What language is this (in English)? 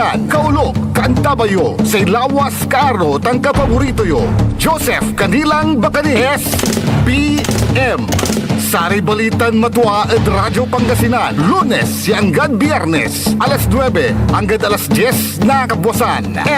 Pangasinan